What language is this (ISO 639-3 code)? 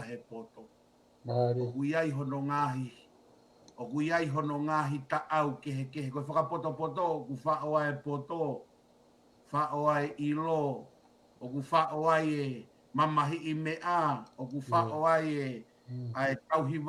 ton